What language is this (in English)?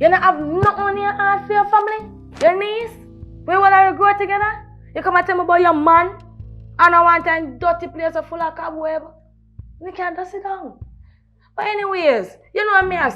Jamaican Creole English